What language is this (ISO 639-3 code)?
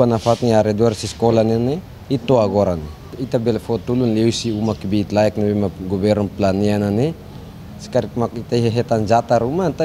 tet